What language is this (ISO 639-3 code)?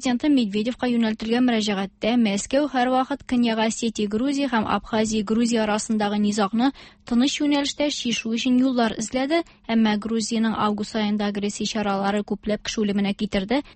tat